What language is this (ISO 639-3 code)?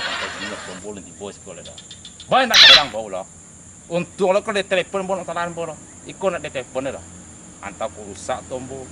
min